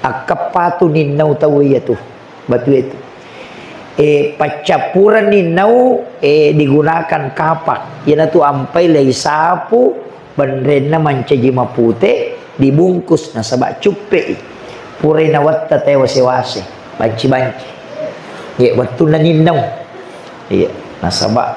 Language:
Buginese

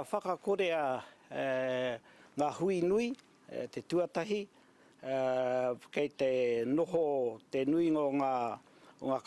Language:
Māori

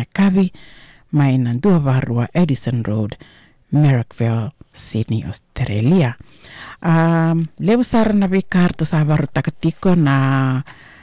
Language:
Fijian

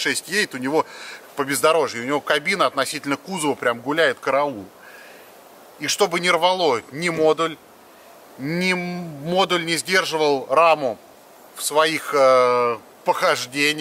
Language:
Russian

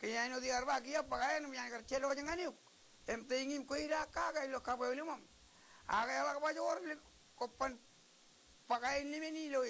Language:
Marshallese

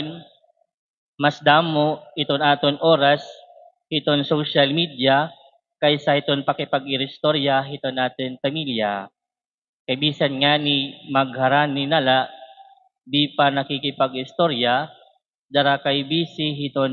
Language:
Waray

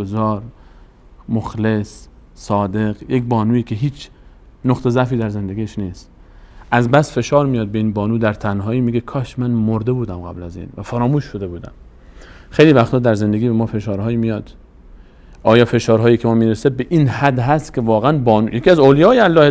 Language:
Persian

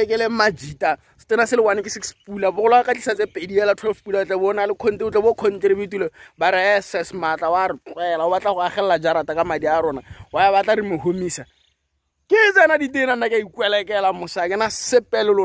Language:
Tswana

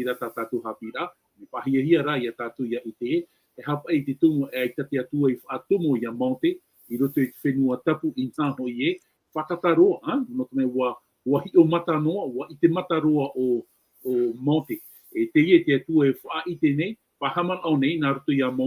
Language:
Tahitian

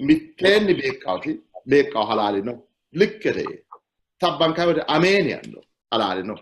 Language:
Sidamo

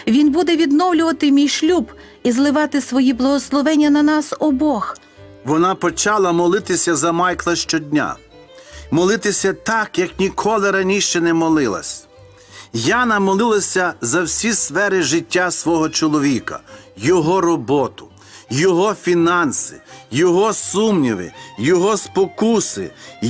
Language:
Ukrainian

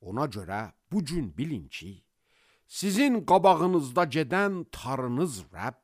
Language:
Azerbaijani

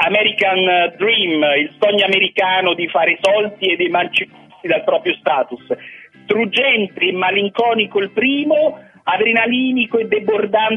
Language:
Italian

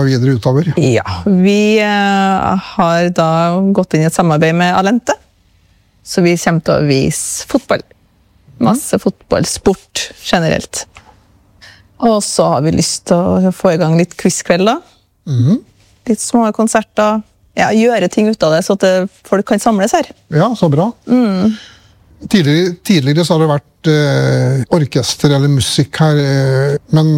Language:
Norwegian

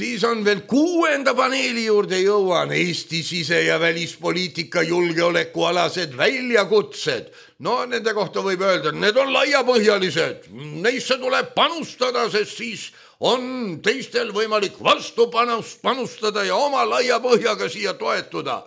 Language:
Estonian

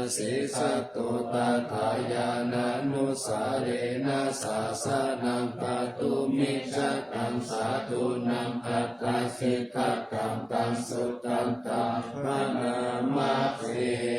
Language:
Pali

